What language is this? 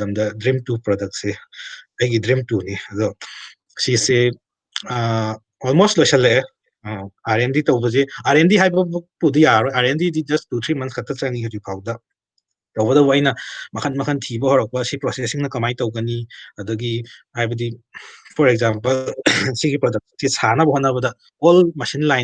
Manipuri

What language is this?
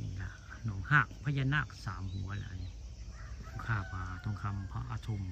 Northeastern Thai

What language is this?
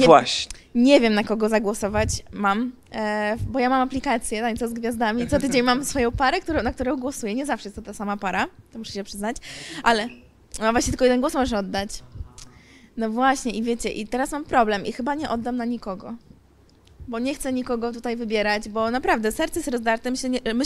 Polish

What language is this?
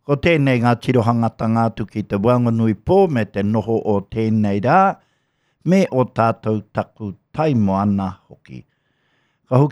Māori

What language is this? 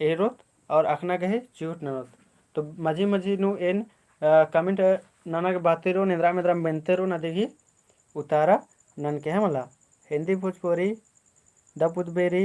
Kurukh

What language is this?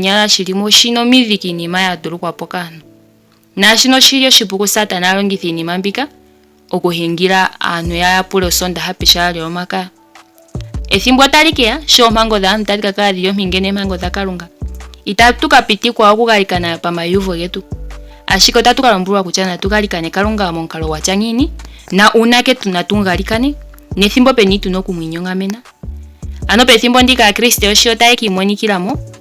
Ndonga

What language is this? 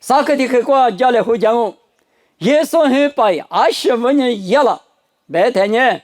Lisu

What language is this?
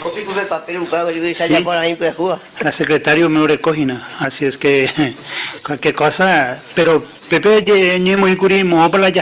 Guarani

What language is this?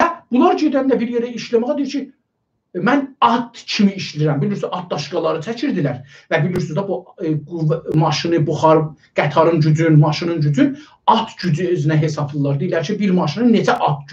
South Azerbaijani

